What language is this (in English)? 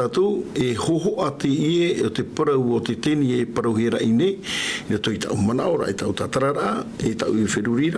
Tahitian